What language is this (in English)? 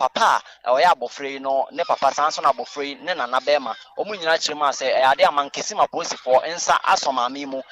Akan